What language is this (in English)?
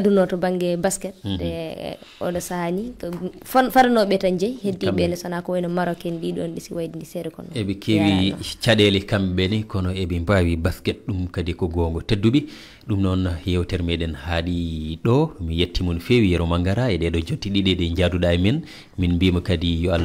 Fula